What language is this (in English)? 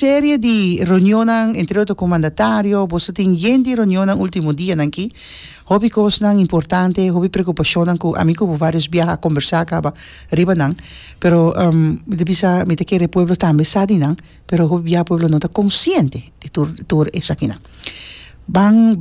Papiamento